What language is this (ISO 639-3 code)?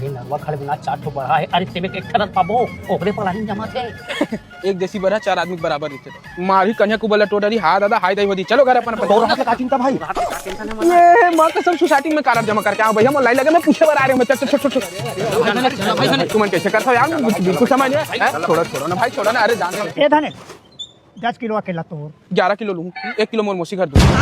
hne